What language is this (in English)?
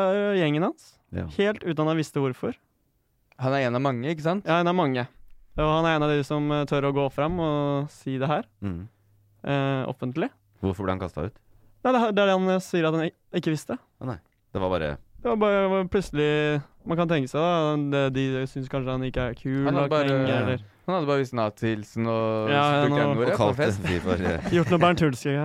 Norwegian